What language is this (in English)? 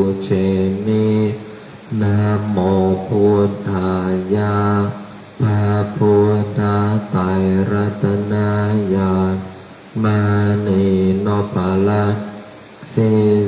Pali